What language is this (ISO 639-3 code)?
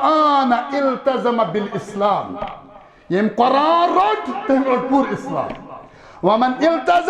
kas